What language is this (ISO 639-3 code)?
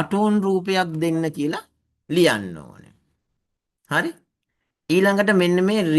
sin